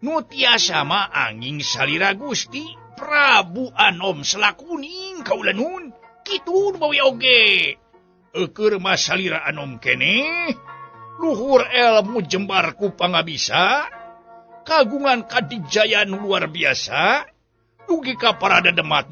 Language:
Sundanese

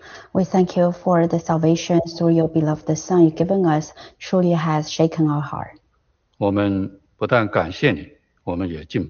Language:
Chinese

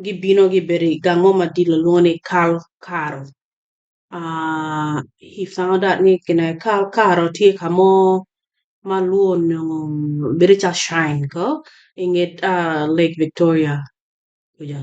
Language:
Acoli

